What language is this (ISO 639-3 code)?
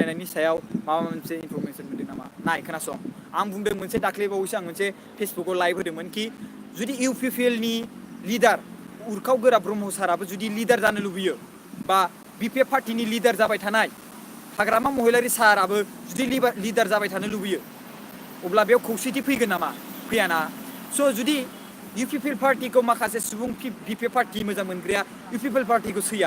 brx